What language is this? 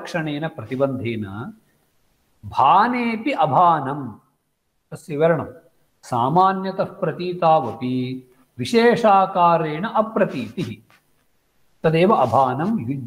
Sanskrit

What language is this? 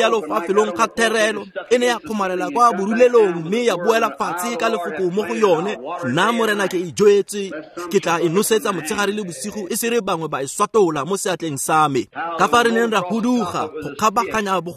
Tswana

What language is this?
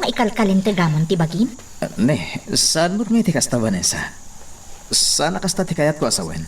Iloko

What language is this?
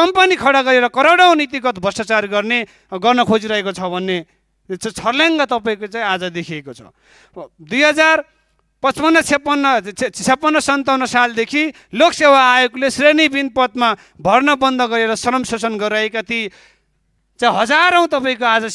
Nepali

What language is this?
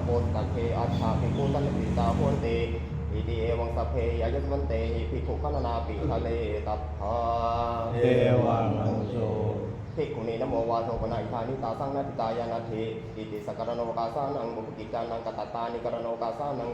Pali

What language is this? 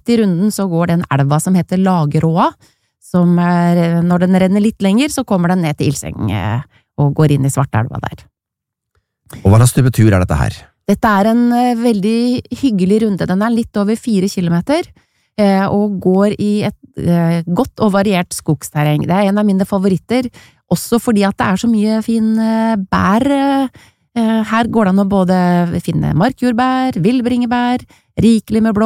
Norwegian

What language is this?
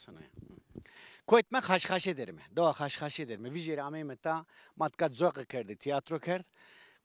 Zaza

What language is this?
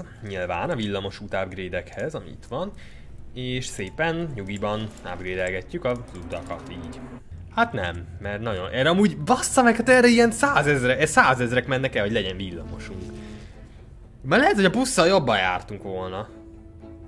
Hungarian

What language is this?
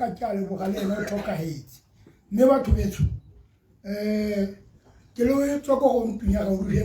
Tswana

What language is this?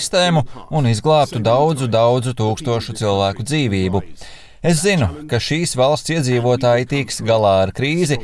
Latvian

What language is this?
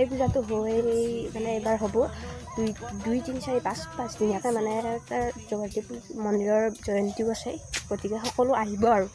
Assamese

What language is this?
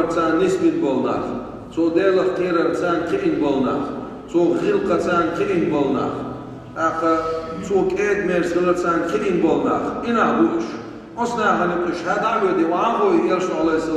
Chechen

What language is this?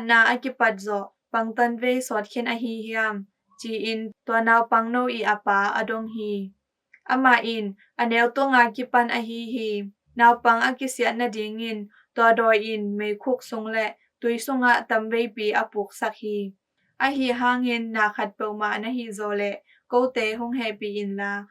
Tedim Chin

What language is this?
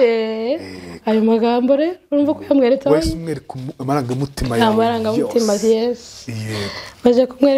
Kinyarwanda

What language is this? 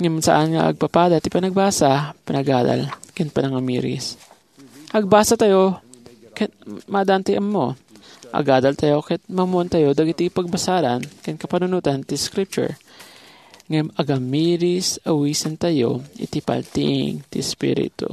Iloko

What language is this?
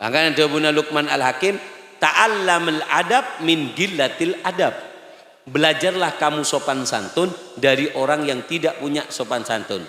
Madurese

